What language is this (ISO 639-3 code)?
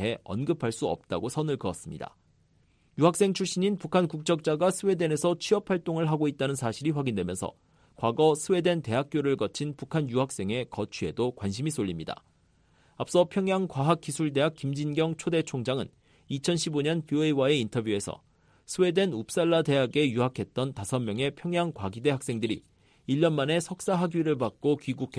kor